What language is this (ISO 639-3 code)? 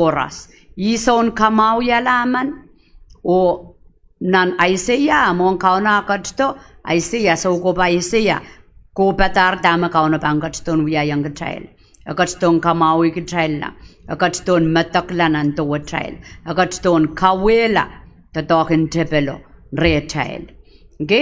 pon